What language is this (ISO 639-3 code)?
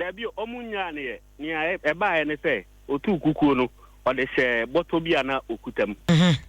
aka